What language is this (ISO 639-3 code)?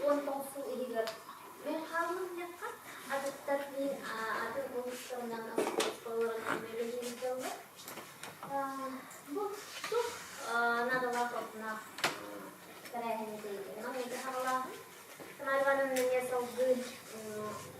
sah